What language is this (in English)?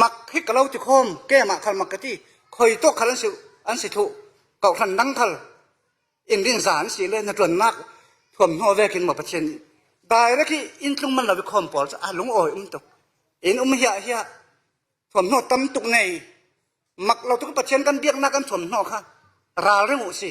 Falam Chin